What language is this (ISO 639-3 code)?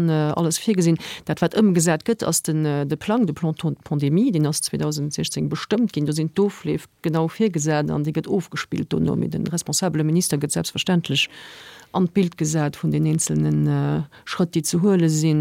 ltz